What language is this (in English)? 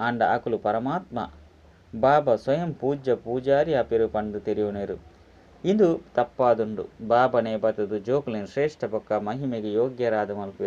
Tulu